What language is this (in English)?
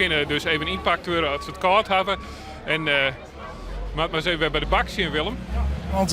Western Frisian